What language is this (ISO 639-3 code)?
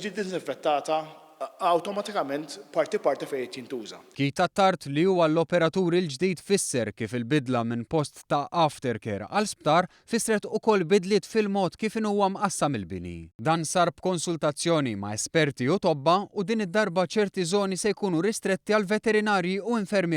mlt